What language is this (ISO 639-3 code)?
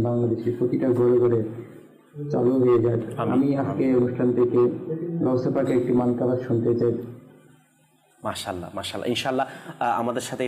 ben